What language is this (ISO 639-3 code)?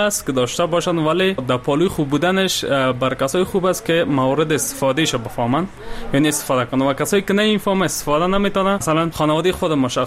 fas